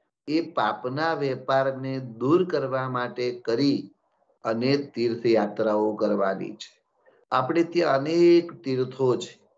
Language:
Gujarati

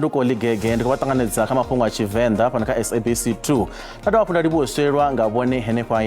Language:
Venda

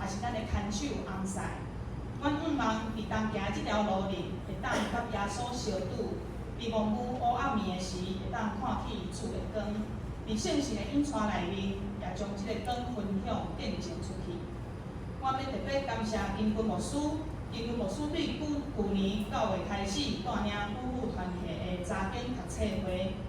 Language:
Min Nan Chinese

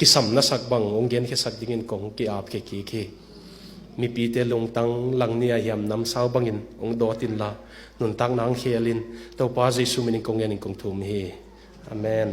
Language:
Tedim Chin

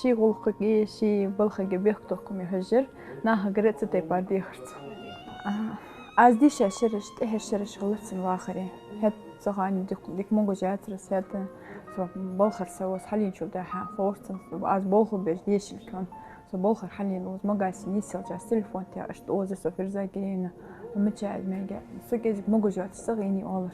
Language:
Ingush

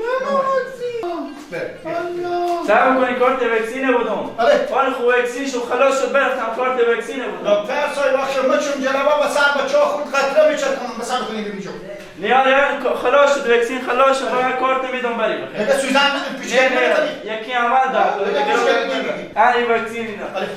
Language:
Persian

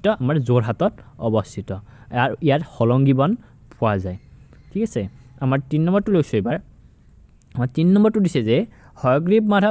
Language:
Assamese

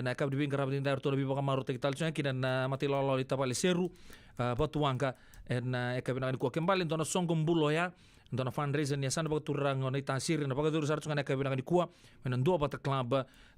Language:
Fijian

